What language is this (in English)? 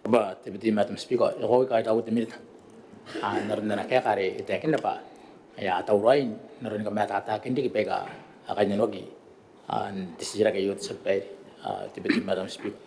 Gilbertese